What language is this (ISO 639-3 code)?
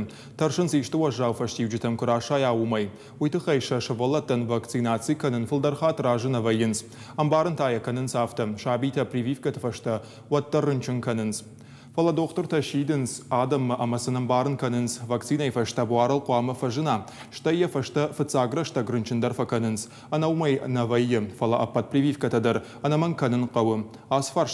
oss